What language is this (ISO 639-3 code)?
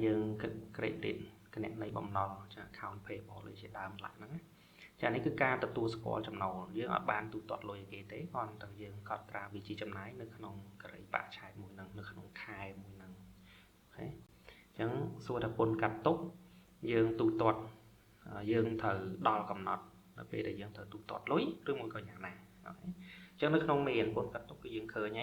khm